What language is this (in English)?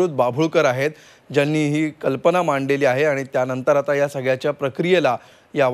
Marathi